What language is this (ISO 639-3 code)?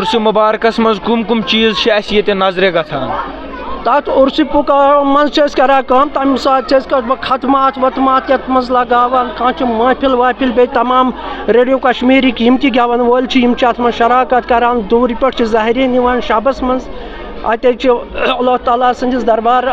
kas